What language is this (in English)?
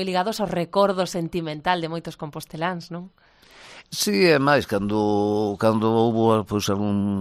Galician